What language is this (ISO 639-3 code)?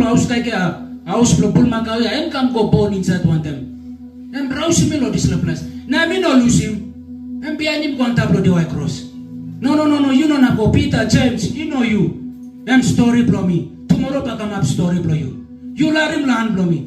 tpi